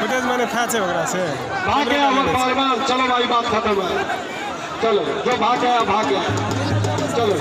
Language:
Maithili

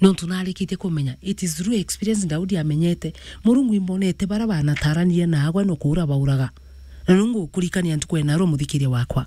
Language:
Meru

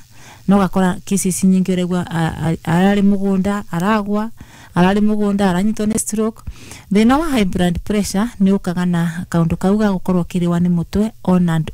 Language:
Kikuyu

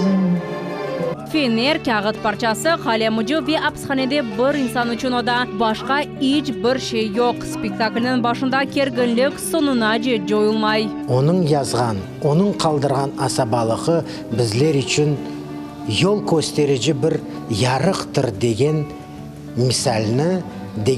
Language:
Crimean Tatar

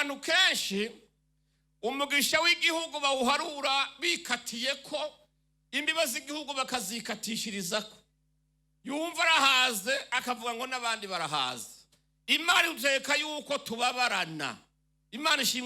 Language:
Rundi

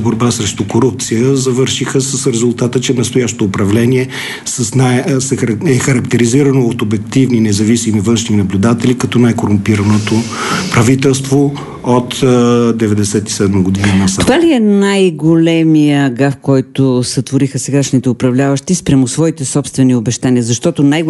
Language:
Bulgarian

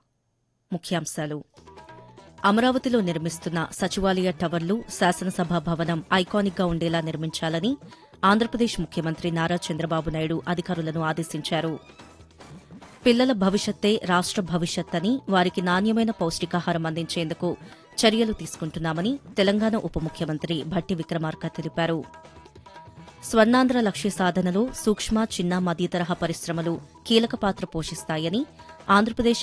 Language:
Telugu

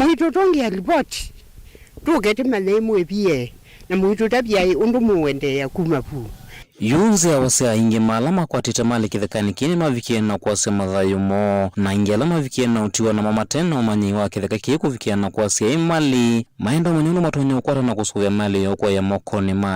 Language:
Kamba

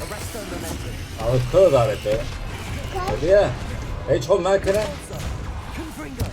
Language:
Kurdish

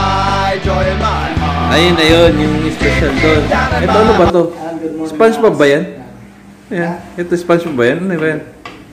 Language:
Filipino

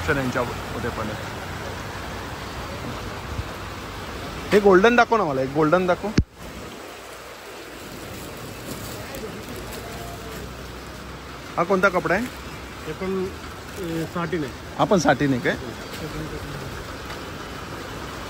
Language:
Marathi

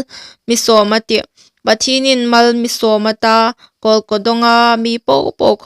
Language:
Hmar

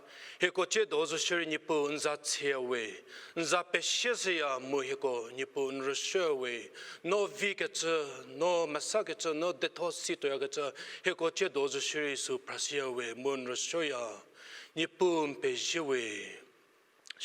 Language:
Angami Naga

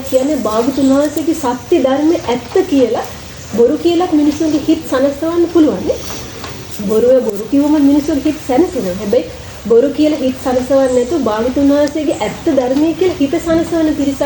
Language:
Sinhala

